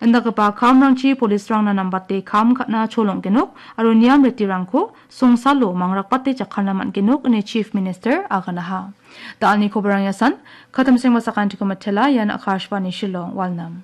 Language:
Garo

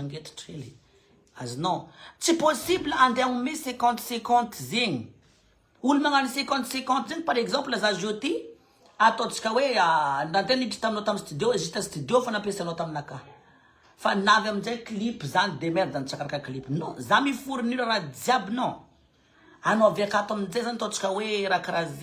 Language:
Malagasy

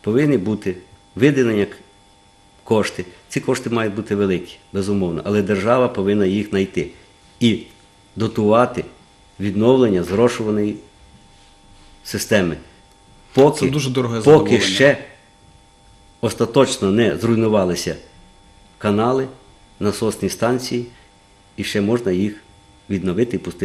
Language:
Ukrainian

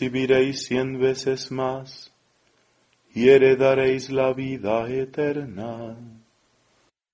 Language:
Spanish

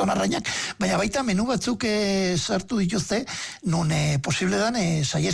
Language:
Basque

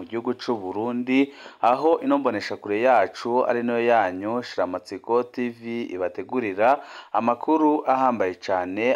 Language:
Rundi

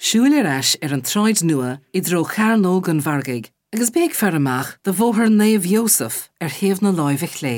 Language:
Irish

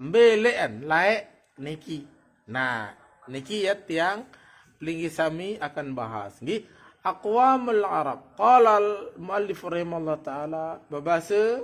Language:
Sasak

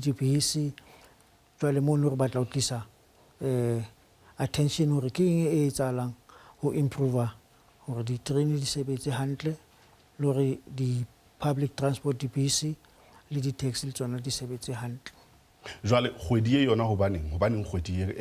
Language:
Southern Sotho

